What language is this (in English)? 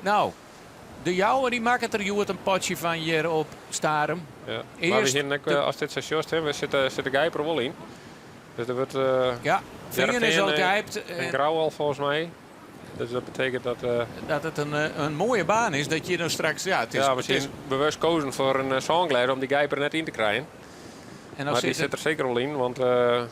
Western Frisian